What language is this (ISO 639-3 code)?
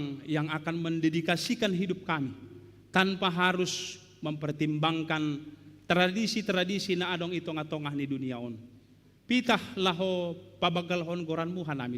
bts